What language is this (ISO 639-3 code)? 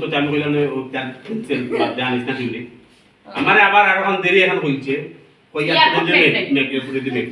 syl